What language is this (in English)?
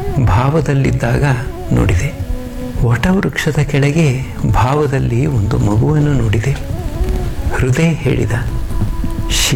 Kannada